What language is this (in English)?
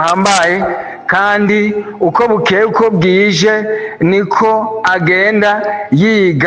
Rundi